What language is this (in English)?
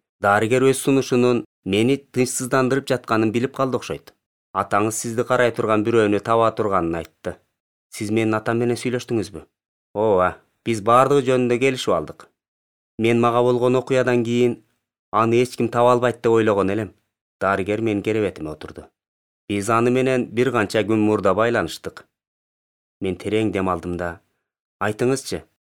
Kyrgyz